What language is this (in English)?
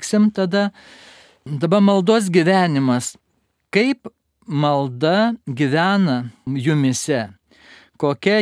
Lithuanian